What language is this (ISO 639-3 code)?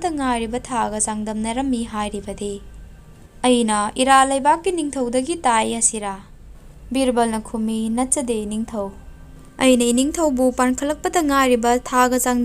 mni